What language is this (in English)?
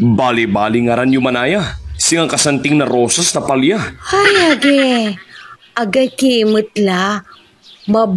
Pangasinan